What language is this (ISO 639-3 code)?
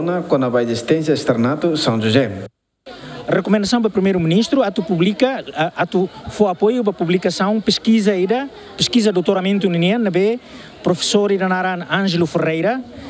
tet